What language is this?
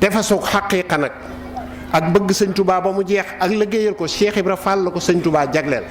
Wolof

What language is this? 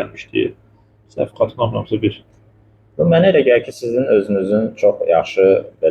Azerbaijani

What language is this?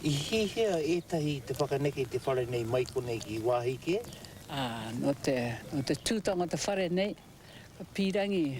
Māori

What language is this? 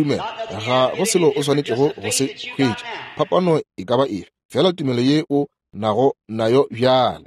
Northern Sotho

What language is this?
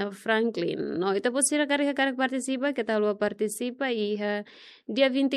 Tetum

